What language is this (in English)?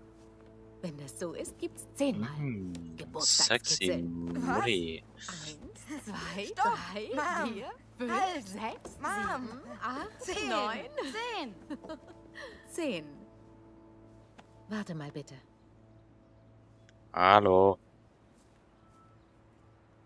German